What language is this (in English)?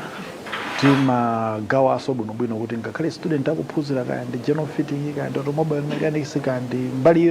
Nyanja